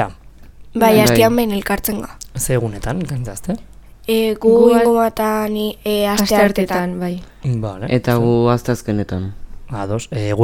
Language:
Basque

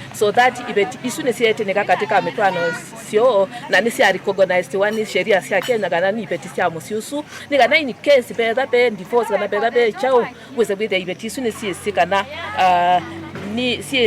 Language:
Kamba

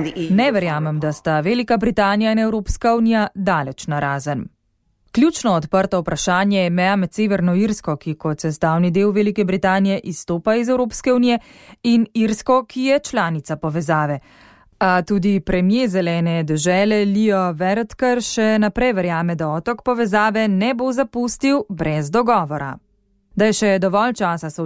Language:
Slovenian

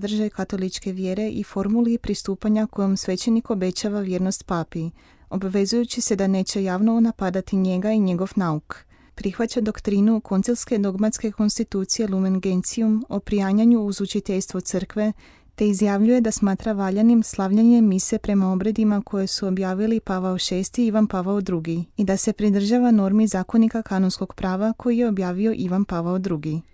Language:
Croatian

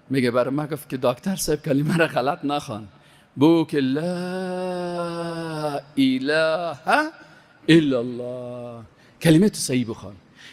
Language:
Persian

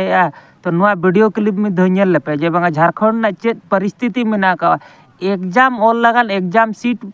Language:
Santali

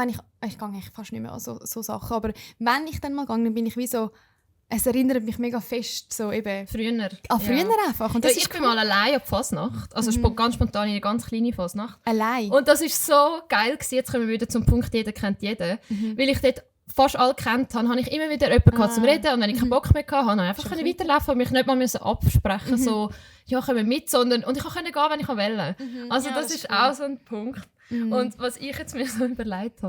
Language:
Swiss German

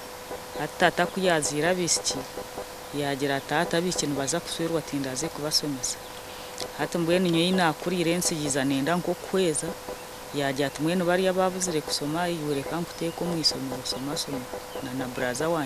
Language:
Nyankole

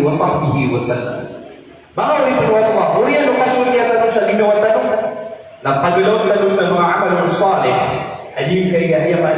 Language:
Maranao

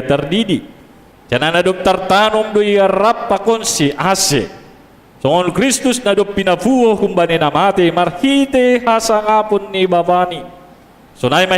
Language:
Batak Simalungun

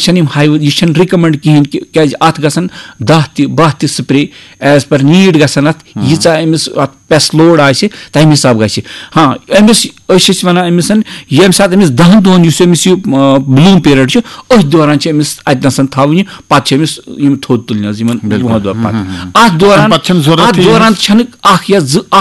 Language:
Kashmiri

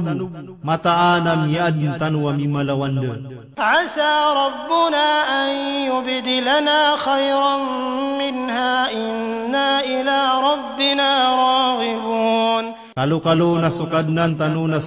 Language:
Maranao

